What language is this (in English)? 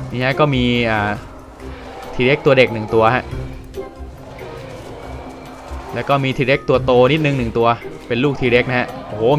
Thai